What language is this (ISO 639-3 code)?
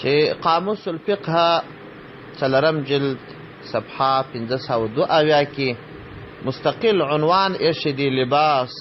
pus